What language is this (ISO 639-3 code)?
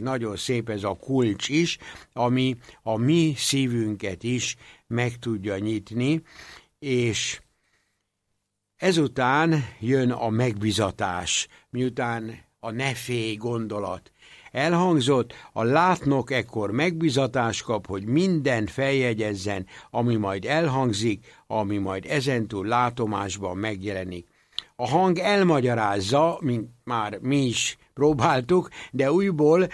hun